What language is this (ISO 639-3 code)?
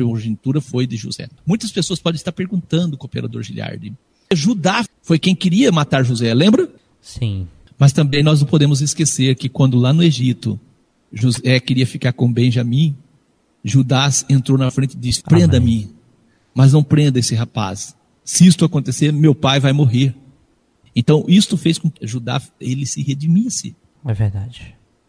por